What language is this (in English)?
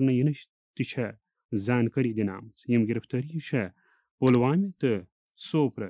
Kashmiri